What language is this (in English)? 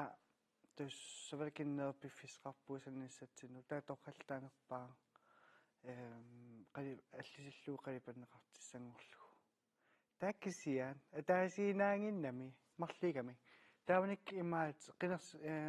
Kalaallisut